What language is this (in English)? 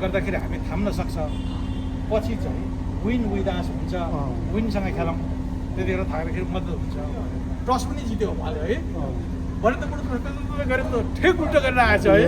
Nepali